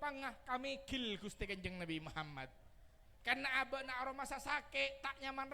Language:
Madurese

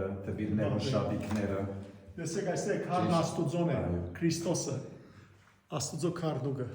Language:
Western Armenian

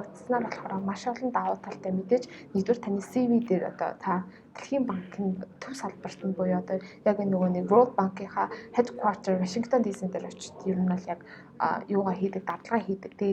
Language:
Mongolian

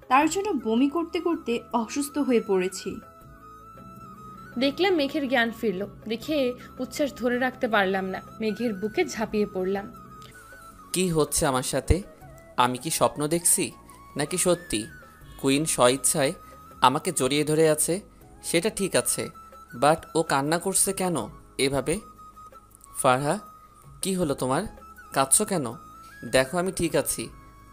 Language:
Bangla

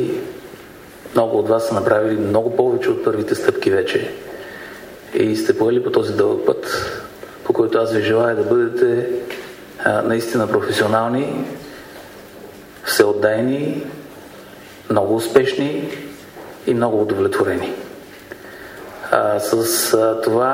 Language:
Bulgarian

